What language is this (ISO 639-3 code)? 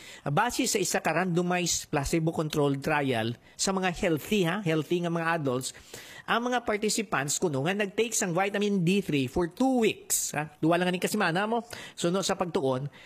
hil